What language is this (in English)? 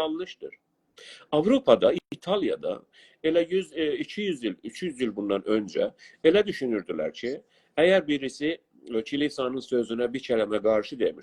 South Azerbaijani